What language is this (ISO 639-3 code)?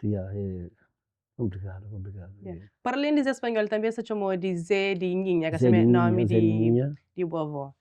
kea